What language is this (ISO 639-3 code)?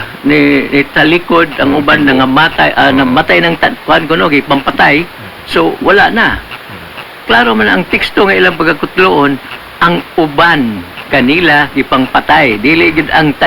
ceb